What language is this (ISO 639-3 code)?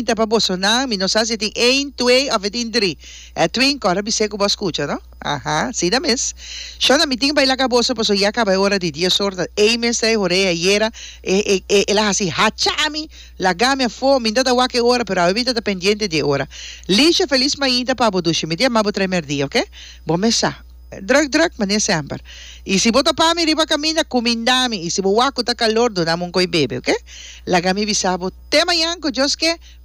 pap